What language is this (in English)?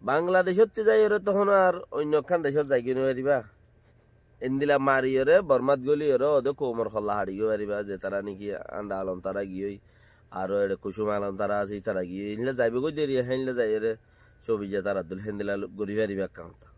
Rohingya